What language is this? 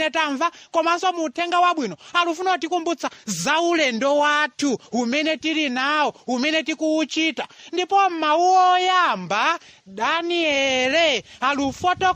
Nyanja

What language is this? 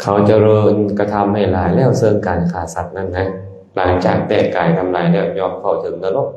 Lao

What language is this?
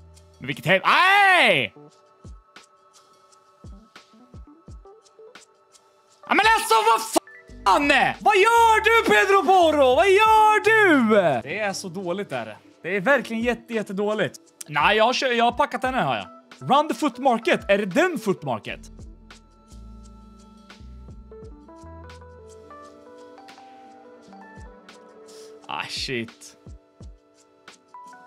Swedish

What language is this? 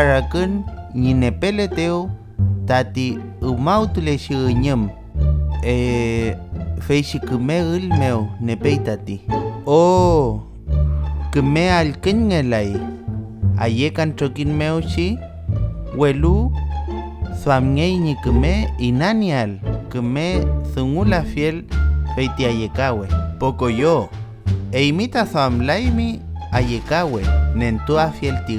Mapuche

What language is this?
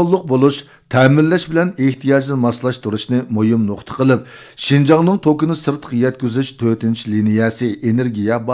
Uyghur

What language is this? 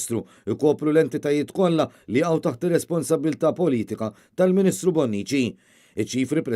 Maltese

